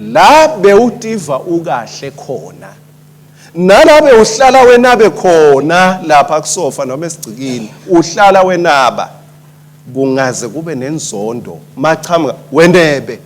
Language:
Swati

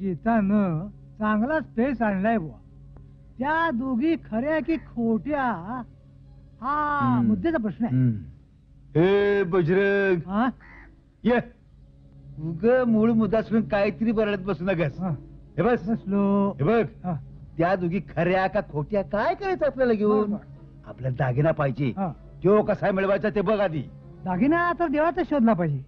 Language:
Marathi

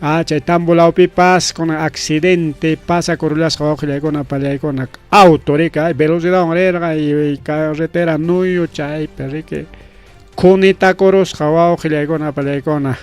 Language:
Ayacucho Quechua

